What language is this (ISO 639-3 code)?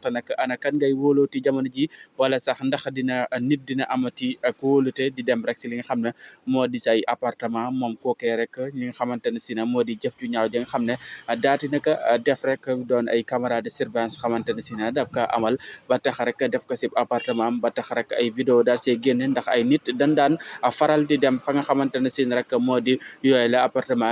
wol